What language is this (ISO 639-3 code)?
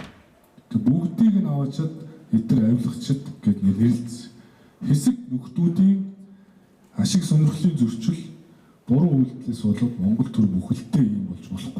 mon